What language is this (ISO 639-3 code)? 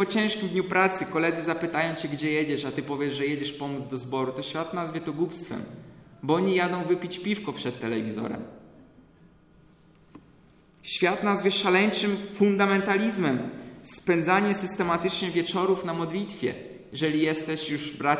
pol